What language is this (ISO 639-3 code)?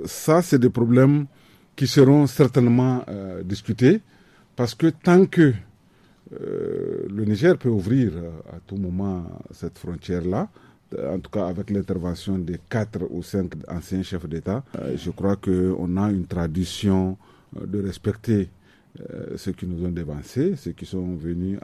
fra